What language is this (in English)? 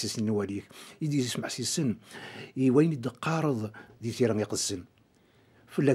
Kabyle